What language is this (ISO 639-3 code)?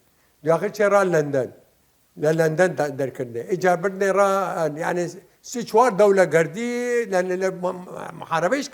sdh